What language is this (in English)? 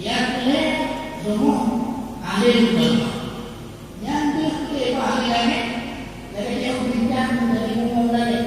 Achinese